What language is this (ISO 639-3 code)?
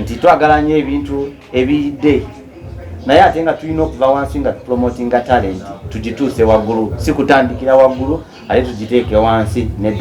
lug